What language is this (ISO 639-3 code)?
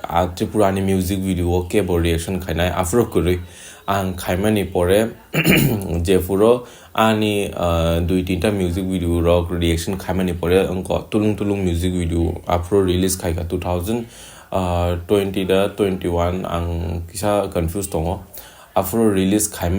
trp